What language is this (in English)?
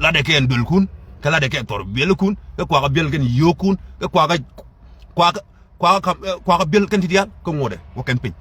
Nuer